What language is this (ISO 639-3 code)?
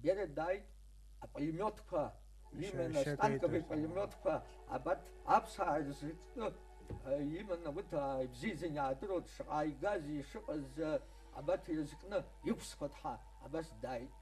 abk